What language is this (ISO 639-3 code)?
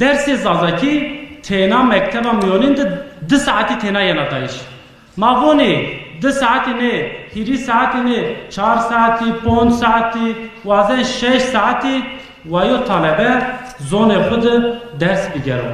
zza